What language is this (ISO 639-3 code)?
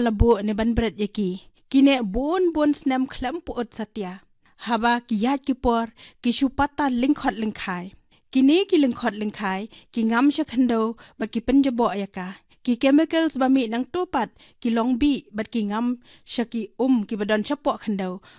kha